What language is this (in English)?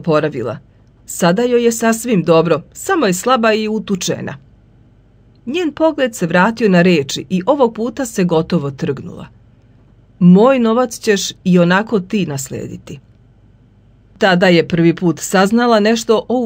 Serbian